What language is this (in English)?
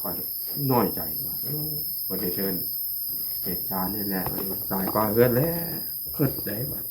Northeastern Thai